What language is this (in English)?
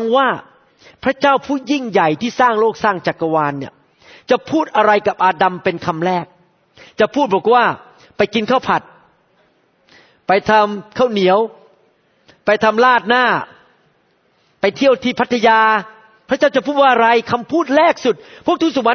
Thai